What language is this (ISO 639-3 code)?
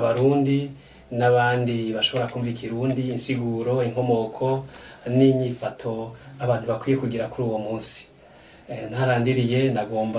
run